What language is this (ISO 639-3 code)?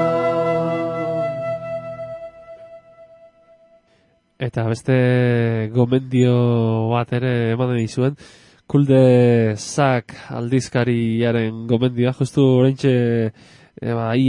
eus